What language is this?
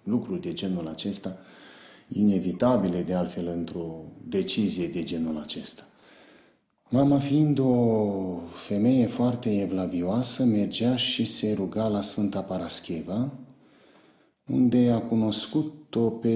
Romanian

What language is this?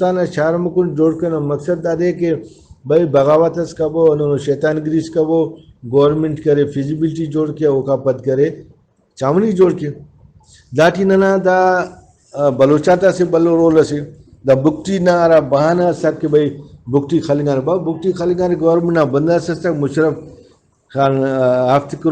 Brahui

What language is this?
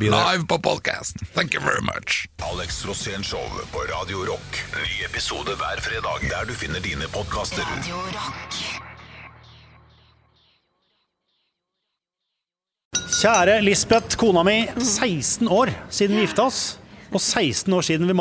Norwegian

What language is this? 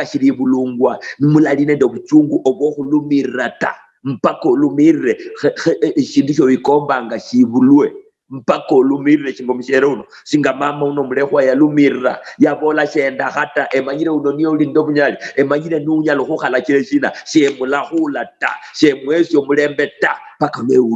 Luyia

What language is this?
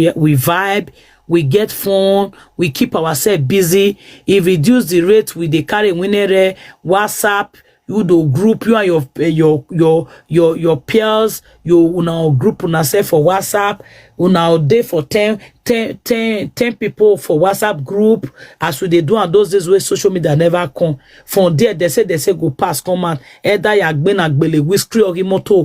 Nigerian Pidgin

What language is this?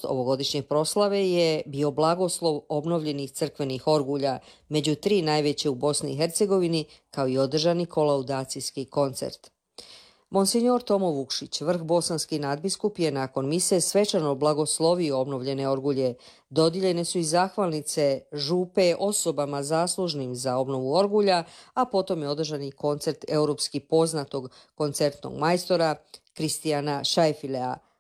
Croatian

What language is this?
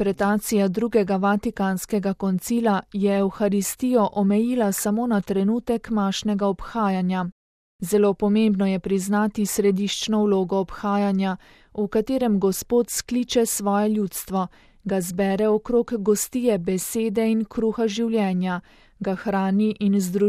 Slovenian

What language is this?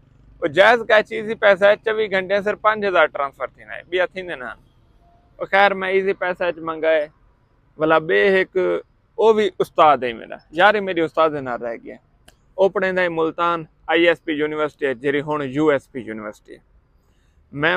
Saraiki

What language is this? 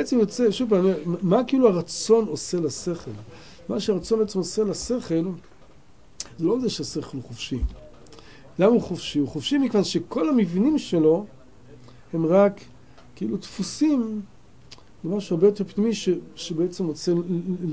Hebrew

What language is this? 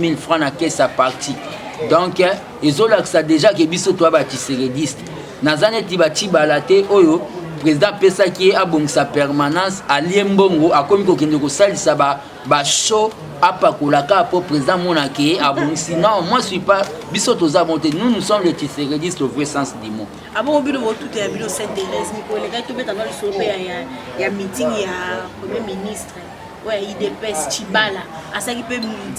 Lingala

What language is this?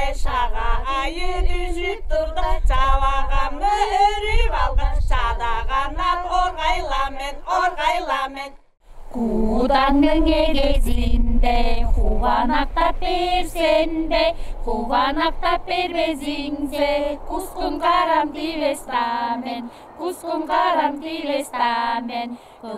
Tuvinian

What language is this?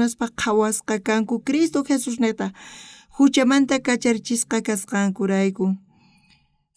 South Bolivian Quechua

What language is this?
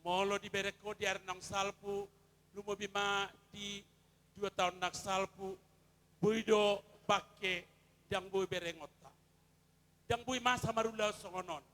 Batak Toba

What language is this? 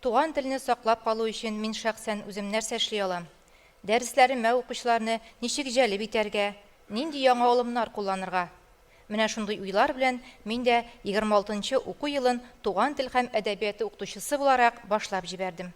Tatar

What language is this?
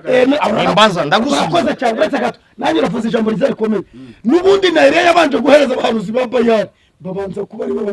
Kinyarwanda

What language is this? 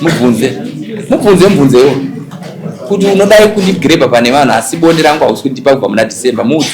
Shona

